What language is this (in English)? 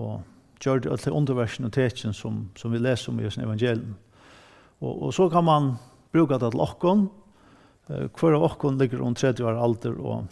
Faroese